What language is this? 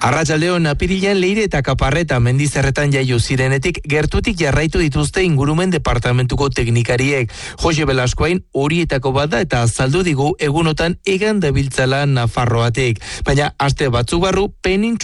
Basque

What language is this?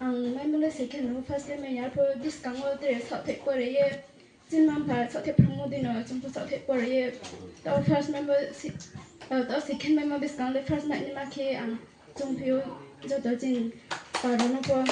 Riang (India)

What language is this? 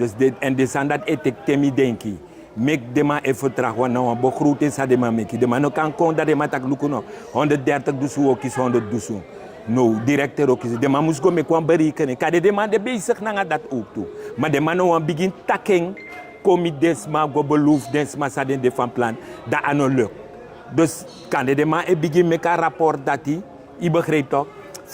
Sranan Tongo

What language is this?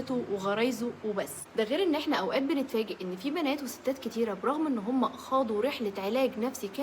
Egyptian Arabic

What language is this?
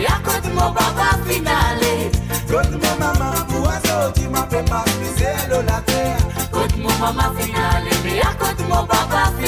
Morisyen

